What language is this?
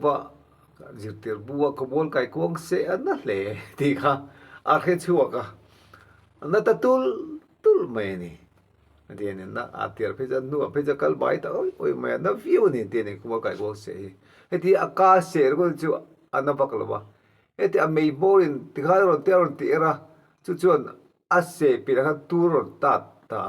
Mizo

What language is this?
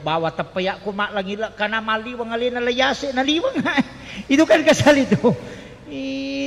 Buginese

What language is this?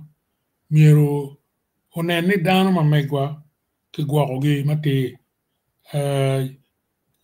Acoli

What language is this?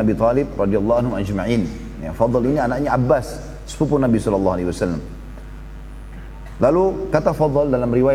Indonesian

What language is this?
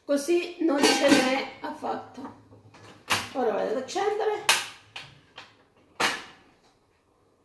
Italian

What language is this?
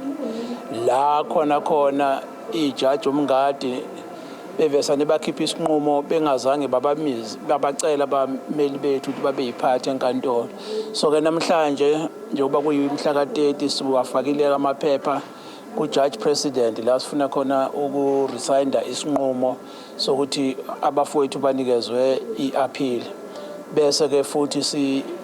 Zulu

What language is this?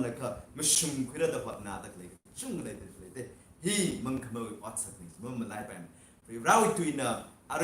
Tangkhul Naga (India)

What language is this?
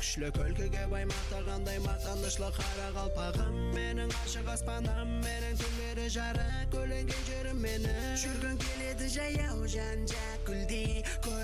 Kara-Kalpak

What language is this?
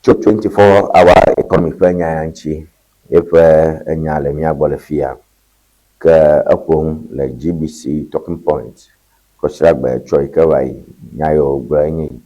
Ewe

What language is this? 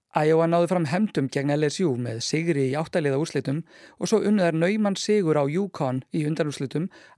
Icelandic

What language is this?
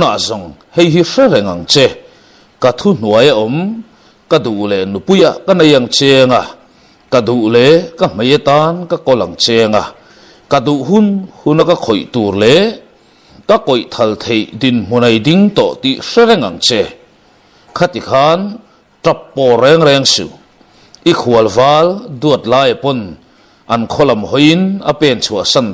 Mizo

